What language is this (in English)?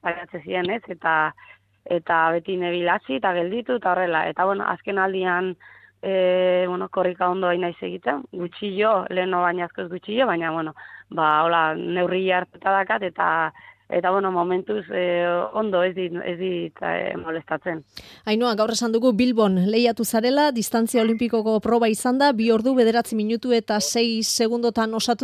Basque